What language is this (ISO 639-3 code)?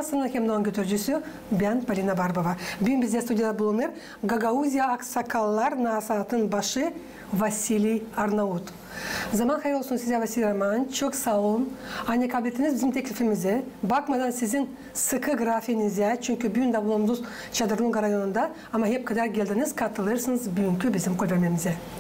gag